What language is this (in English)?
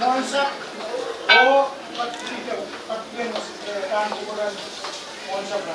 Pohnpeian